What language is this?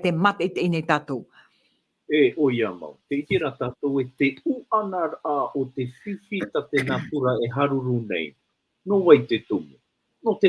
Tahitian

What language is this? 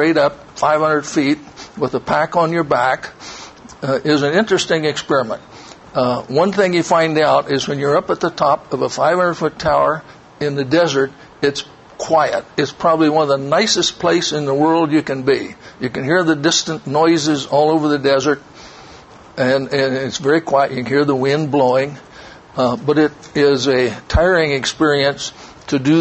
English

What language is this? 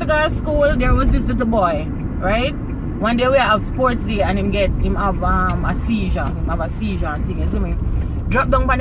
Jamaican Creole English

